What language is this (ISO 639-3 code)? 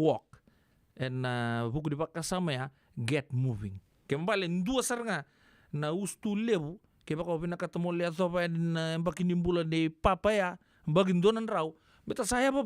fij